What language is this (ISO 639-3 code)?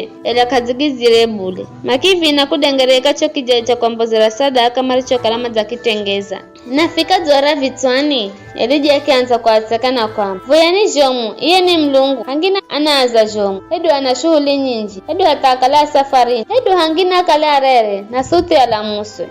nyf